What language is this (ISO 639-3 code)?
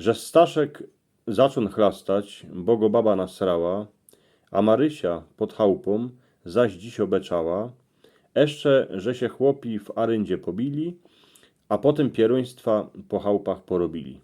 szl